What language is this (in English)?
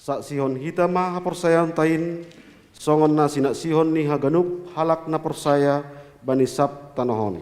Batak Simalungun